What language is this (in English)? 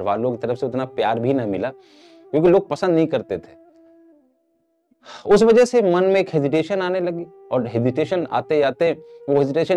Hindi